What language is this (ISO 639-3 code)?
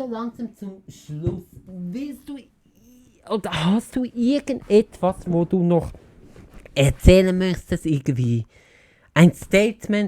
gsw